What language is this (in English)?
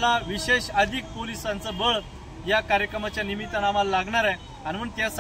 Marathi